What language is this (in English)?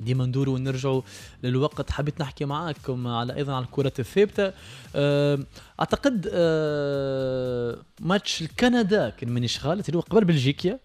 Tunisian Arabic